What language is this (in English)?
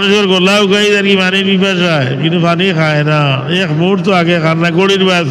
Sylheti